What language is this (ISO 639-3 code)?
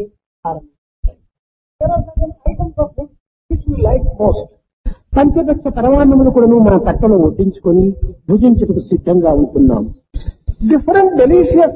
tel